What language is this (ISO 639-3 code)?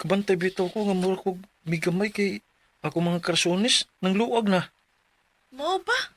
ceb